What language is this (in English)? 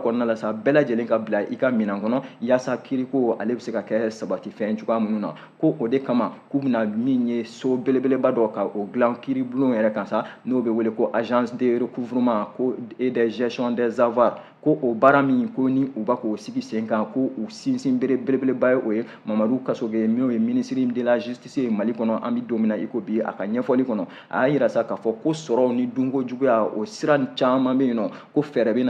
Bambara